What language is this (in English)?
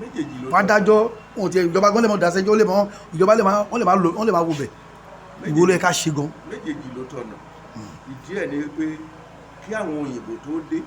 Yoruba